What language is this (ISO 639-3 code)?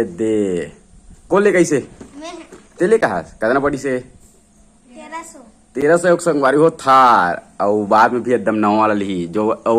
hne